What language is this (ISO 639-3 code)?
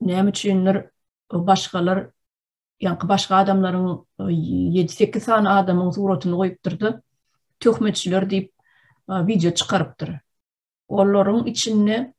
tuk